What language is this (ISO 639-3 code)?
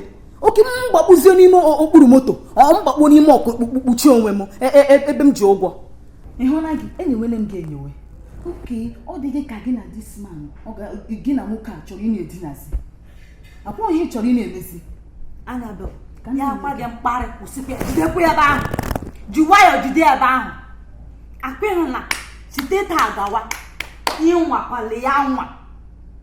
ibo